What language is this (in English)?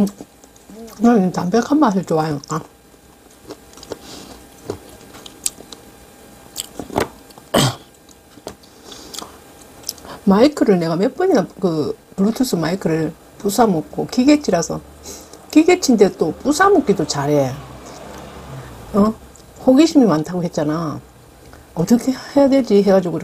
Korean